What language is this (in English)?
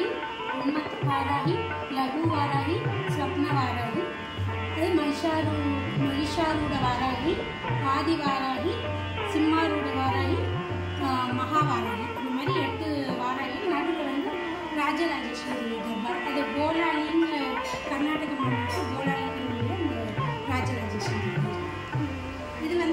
Tamil